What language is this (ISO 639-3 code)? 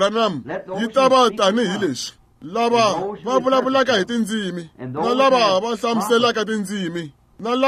tso